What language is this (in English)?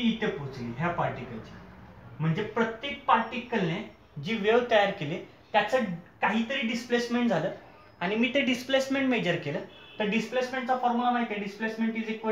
Marathi